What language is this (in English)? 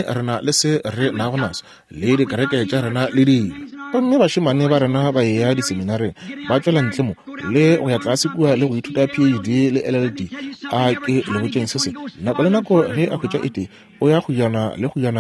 Northern Sotho